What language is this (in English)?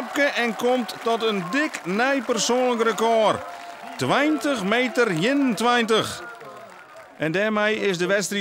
Western Frisian